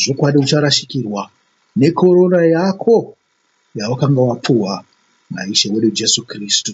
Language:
Shona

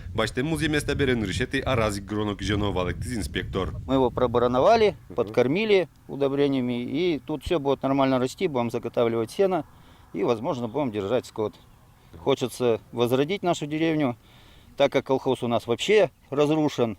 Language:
Udmurt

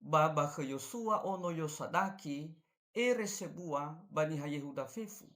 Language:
Nias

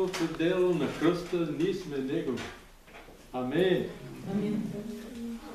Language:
Bulgarian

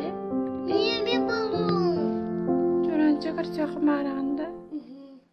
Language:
Yakut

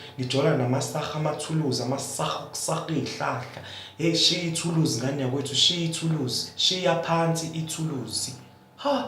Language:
Zulu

